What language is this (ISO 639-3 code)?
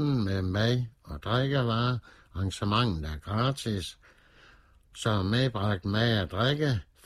dan